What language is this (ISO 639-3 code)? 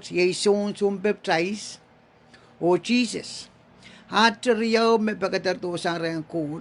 pon